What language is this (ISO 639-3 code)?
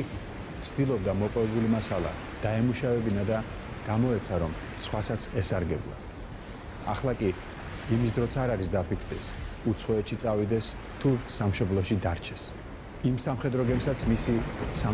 kat